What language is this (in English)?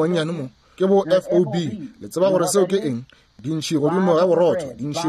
Northern Sotho